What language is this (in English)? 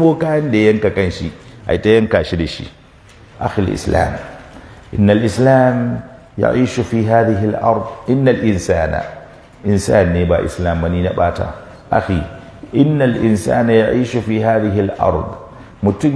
Hausa